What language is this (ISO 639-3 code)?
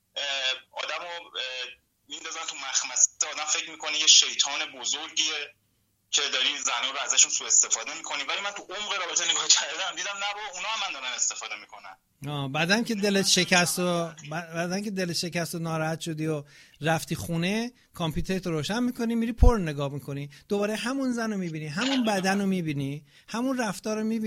fas